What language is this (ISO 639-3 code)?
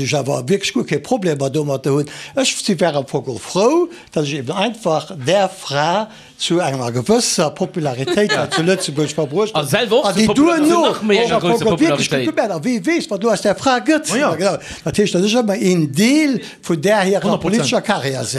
ltz